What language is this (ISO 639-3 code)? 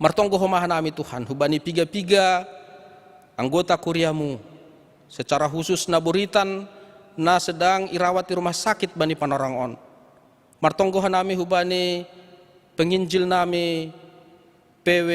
bts